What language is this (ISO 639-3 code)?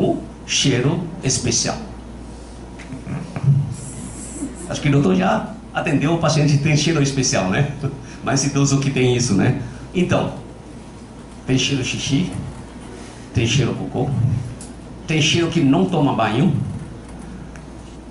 por